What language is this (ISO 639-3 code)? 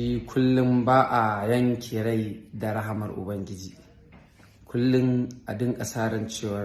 hau